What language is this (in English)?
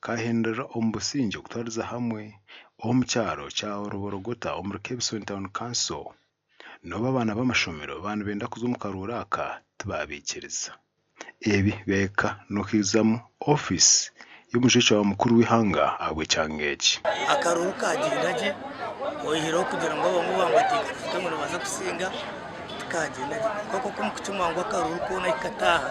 Nyankole